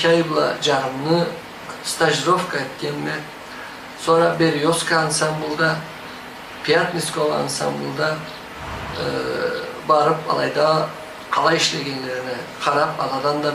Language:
Karachay-Balkar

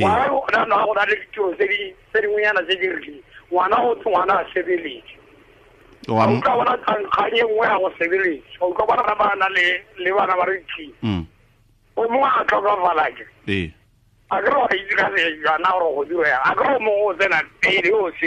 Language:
Tswana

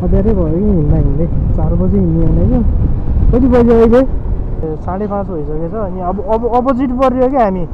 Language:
Nepali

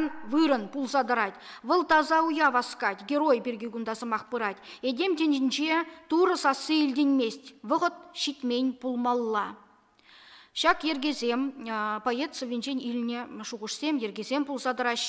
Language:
Chuvash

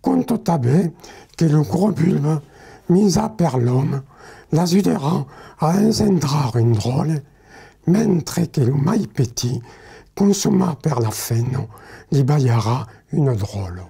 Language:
Occitan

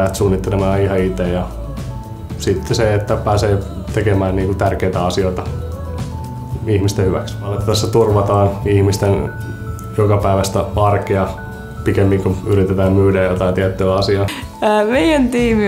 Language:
Finnish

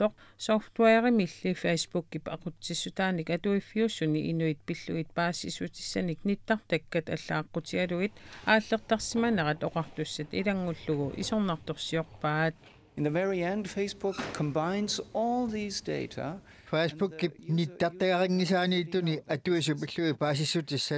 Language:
Kalaallisut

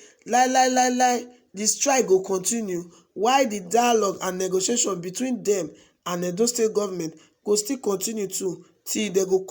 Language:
Nigerian Pidgin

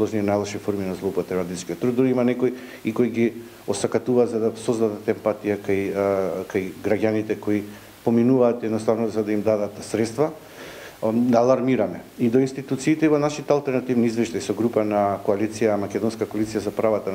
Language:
Macedonian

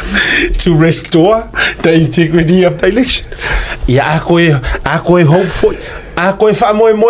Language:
Samoan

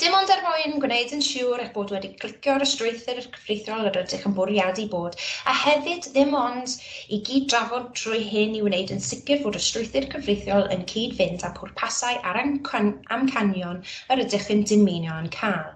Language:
Welsh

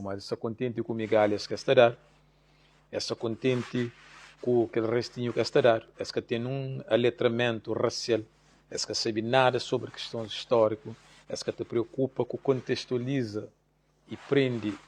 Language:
Kabuverdianu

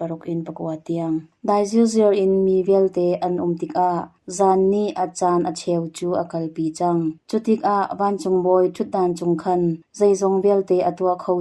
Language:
Hakha Chin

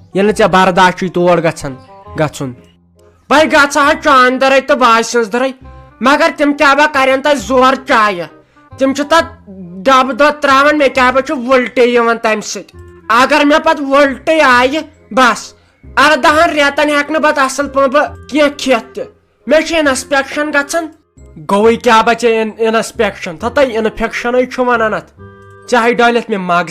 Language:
Kashmiri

